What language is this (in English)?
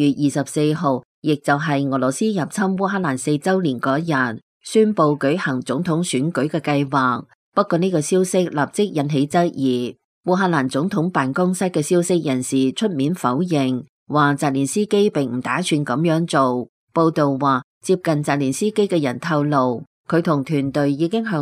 Cantonese